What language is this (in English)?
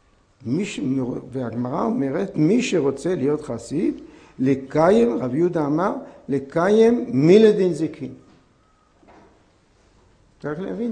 Hebrew